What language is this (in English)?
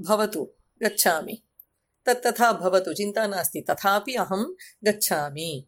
Sanskrit